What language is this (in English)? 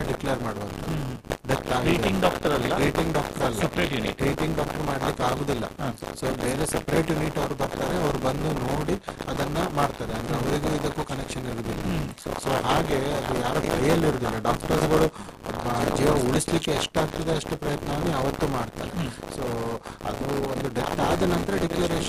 Kannada